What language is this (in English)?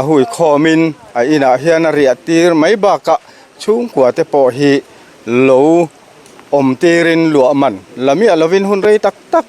Mizo